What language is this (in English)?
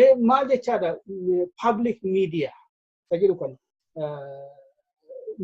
Oromo